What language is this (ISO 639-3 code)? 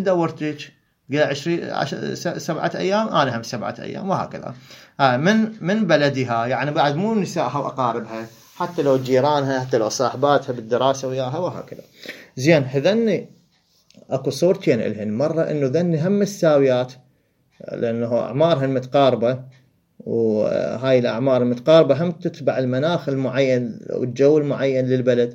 acm